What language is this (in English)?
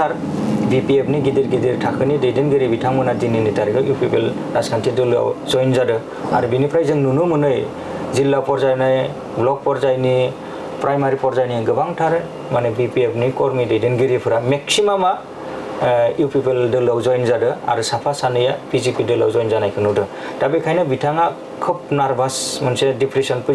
Bodo